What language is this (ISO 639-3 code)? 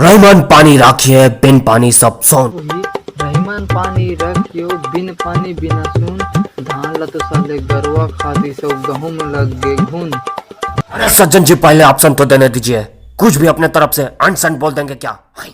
hne